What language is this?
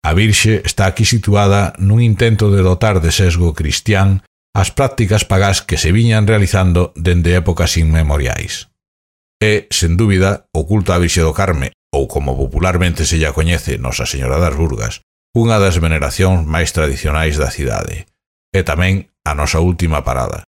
Galician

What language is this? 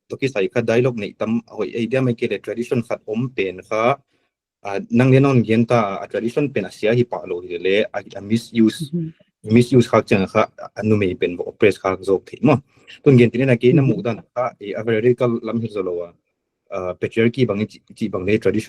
Paite Chin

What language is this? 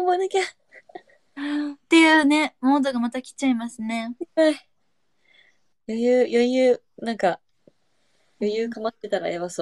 Japanese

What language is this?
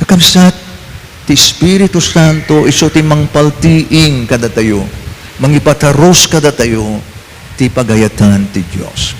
Iloko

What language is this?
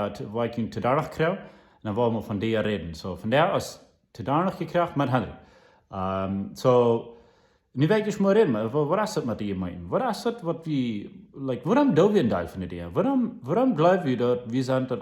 Plautdietsch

